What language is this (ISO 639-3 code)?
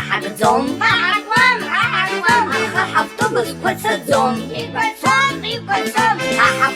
abk